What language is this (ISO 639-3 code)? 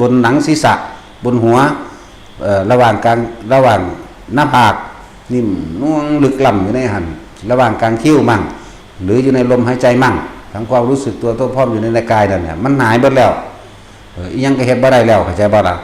tts